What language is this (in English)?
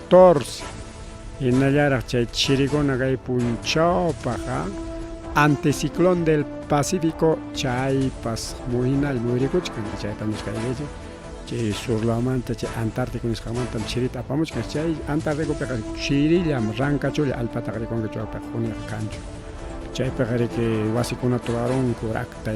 Ayacucho Quechua